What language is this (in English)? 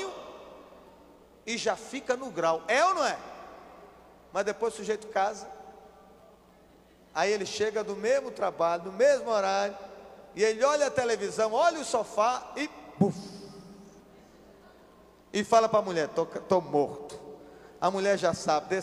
Portuguese